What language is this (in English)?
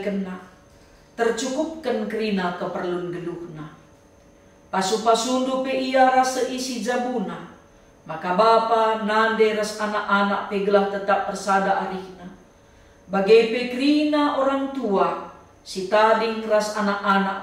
Batak Karo